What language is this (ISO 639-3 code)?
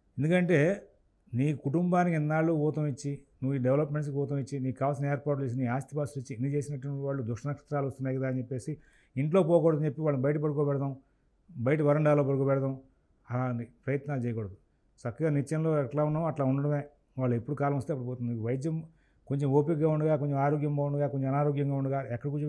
tel